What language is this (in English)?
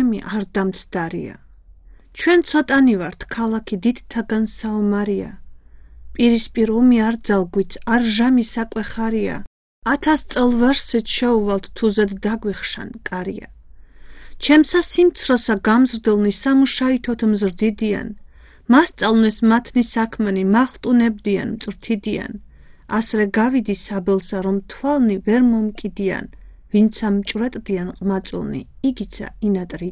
Georgian